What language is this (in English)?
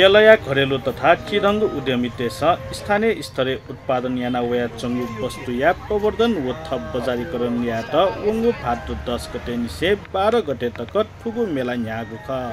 Newari